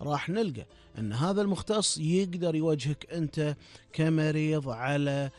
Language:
Gulf Arabic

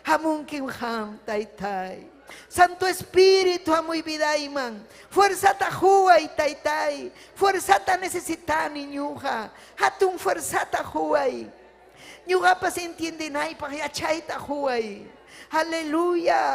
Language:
Ayacucho Quechua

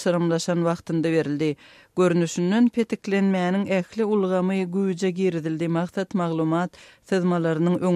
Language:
Turkmen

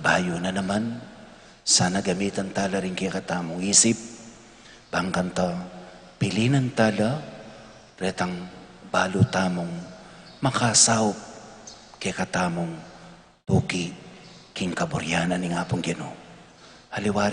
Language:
Pampanga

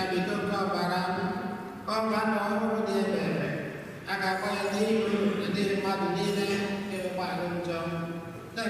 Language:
Igbo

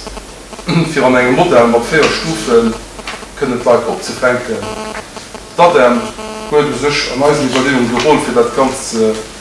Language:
Luxembourgish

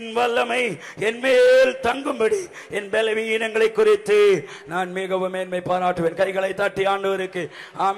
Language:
Tamil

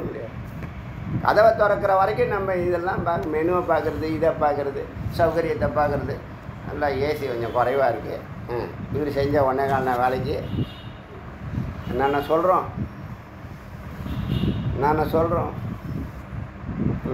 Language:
Tamil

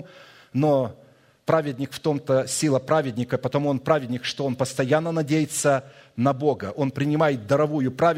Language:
Russian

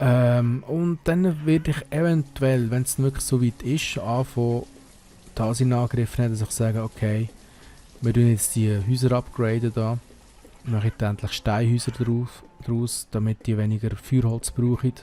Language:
Swiss German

